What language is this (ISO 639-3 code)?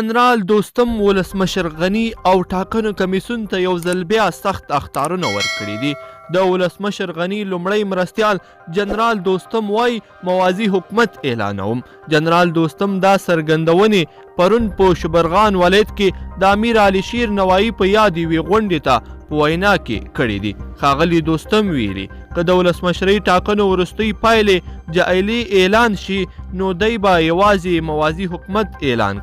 pus